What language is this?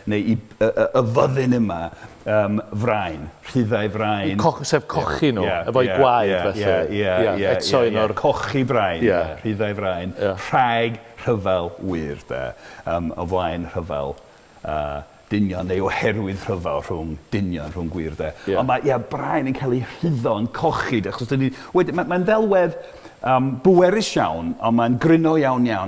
Welsh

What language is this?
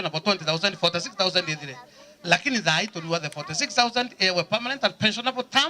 Meru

